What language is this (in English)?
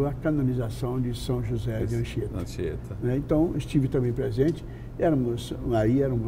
Portuguese